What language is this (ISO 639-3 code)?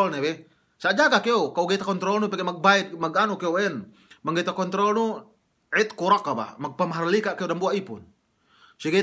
yka